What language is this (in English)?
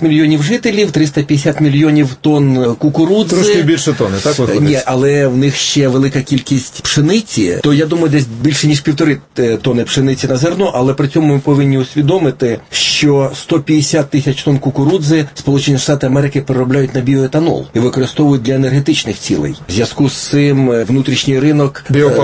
Ukrainian